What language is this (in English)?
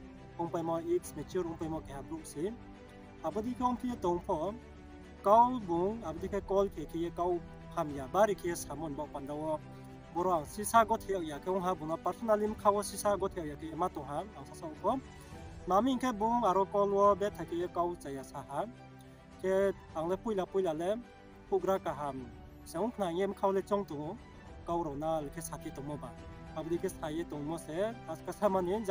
Riang (India)